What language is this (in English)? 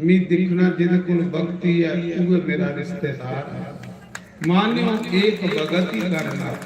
Dogri